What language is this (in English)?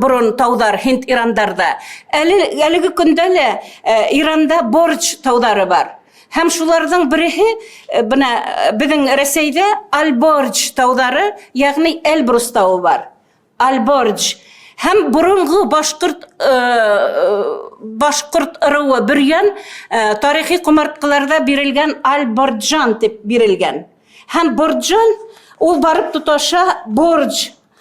Bashkir